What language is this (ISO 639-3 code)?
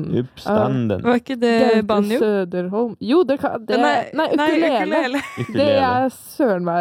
nor